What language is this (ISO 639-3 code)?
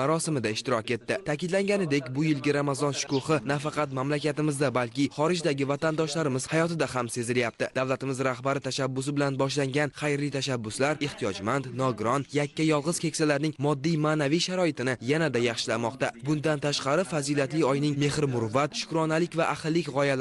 uzb